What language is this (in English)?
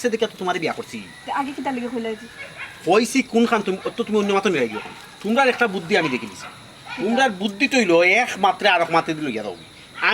Sylheti